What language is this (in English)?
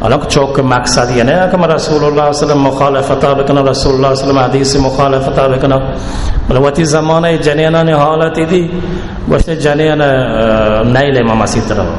Baluchi